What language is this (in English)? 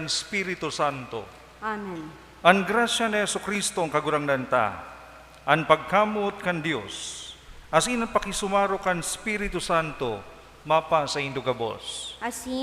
Bikol